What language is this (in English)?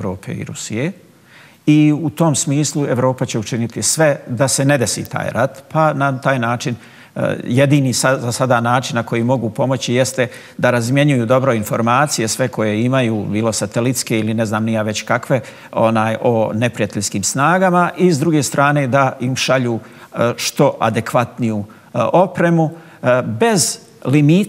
Bosnian